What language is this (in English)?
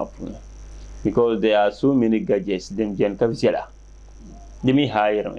Dagbani